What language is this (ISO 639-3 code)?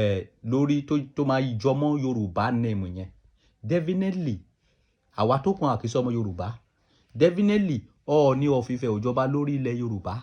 yor